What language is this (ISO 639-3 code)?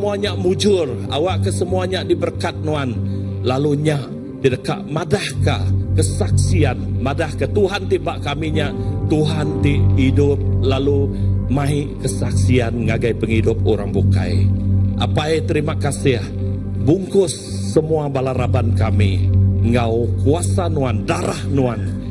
iba